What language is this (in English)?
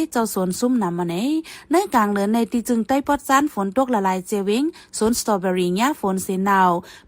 Shan